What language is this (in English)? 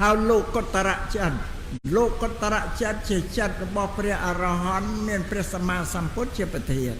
Khmer